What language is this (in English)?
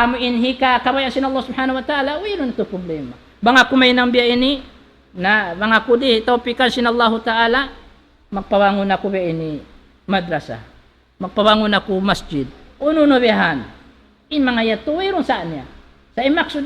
Tausug